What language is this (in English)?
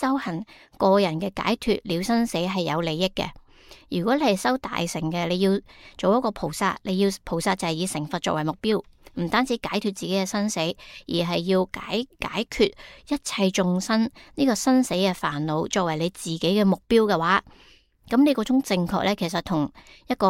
Cantonese